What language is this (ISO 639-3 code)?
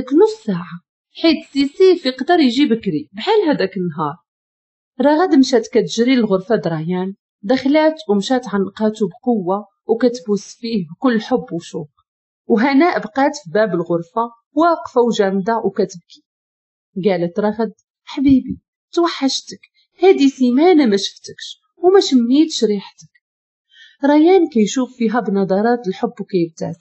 ary